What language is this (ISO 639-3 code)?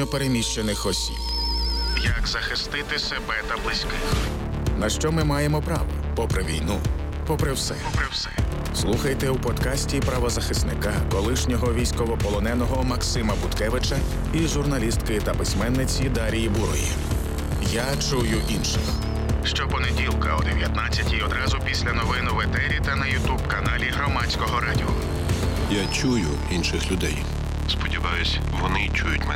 ukr